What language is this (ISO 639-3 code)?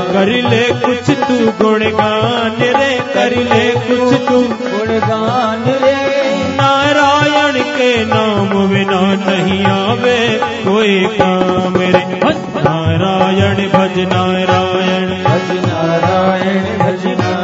hin